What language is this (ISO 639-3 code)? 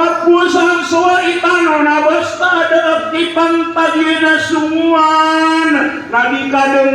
mrw